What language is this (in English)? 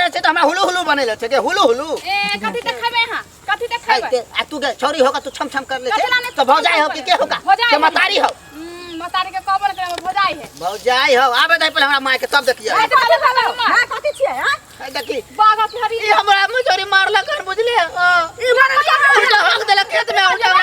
Maithili